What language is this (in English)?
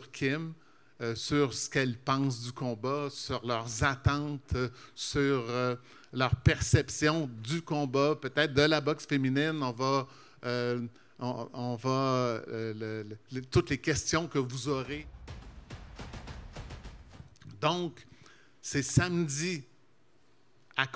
French